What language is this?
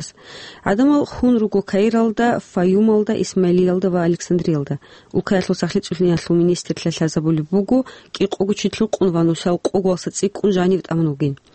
Avaric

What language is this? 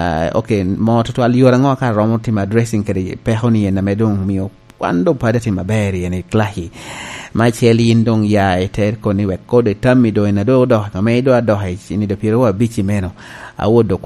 Lango (Uganda)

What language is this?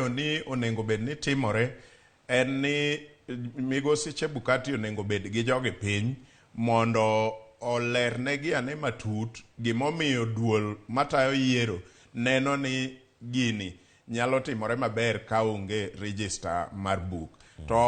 Luo (Kenya and Tanzania)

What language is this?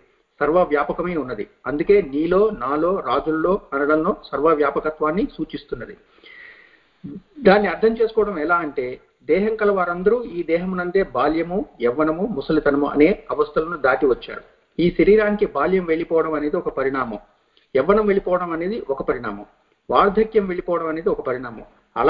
Telugu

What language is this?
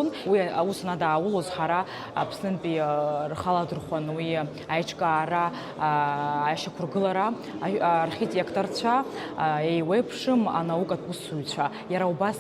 Abkhazian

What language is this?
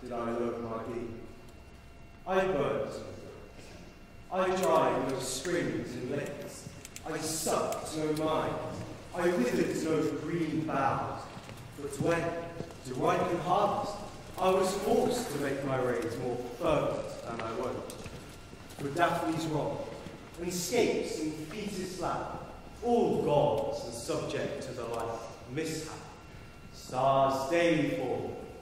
English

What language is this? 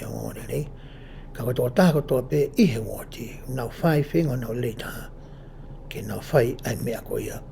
Tongan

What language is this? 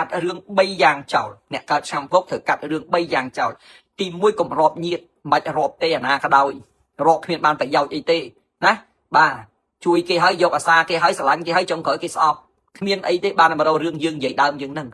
Khmer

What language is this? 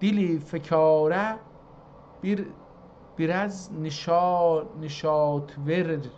South Azerbaijani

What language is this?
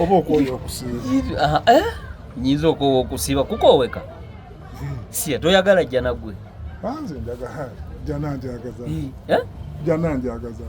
Ganda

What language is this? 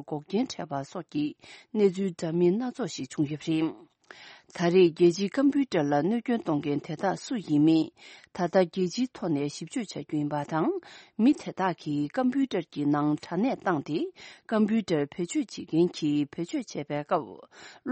Tibetan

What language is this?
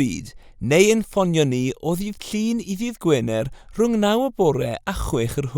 Welsh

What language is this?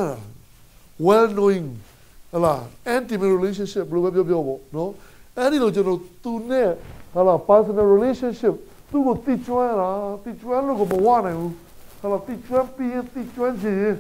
Burmese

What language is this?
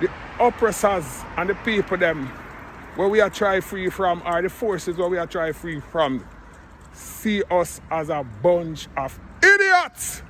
Jamaican Creole English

